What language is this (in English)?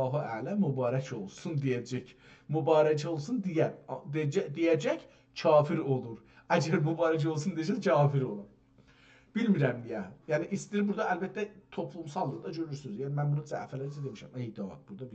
South Azerbaijani